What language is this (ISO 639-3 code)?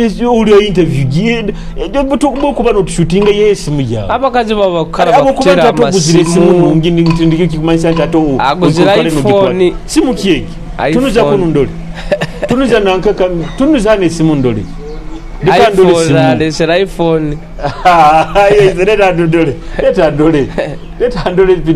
nyo